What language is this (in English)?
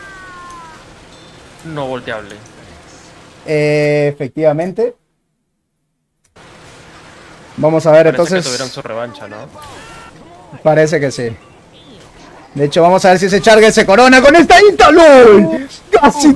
Spanish